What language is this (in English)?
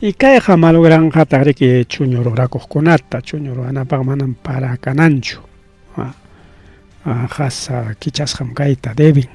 Ayacucho Quechua